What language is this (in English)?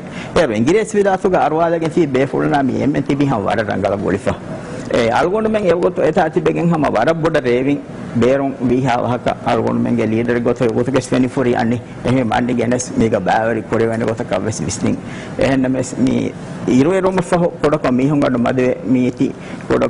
Divehi